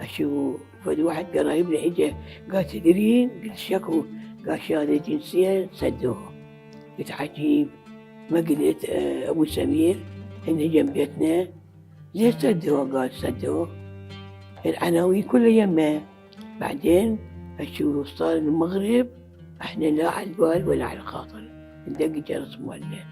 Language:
Mesopotamian Arabic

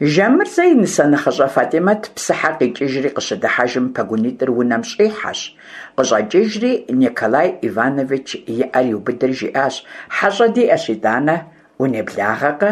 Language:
Kabardian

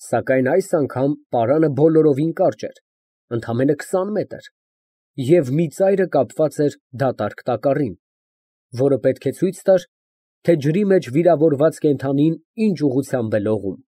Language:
Armenian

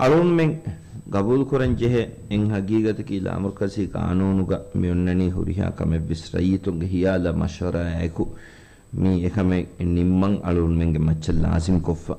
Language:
Divehi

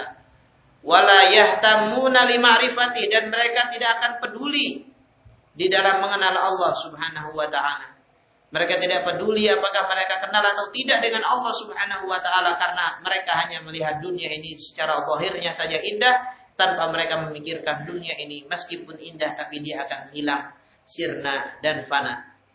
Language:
Indonesian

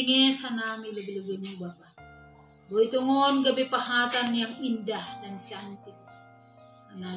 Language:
Batak Simalungun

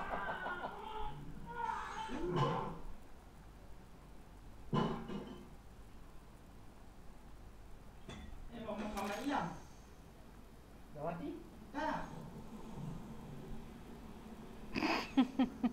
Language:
Malay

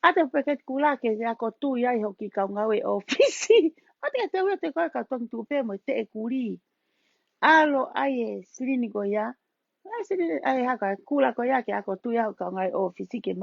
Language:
Tongan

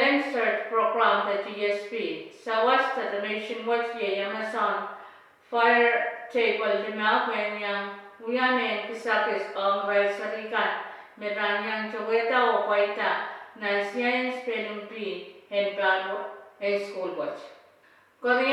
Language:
Pohnpeian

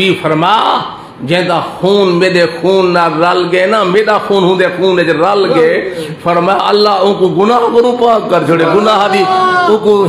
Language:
Saraiki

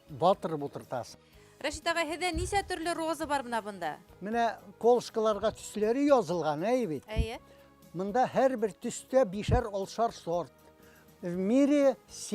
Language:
Bashkir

